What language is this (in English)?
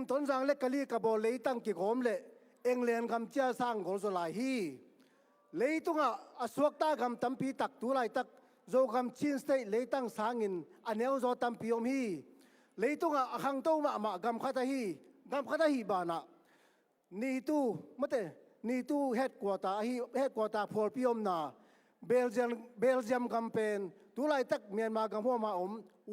Tedim Chin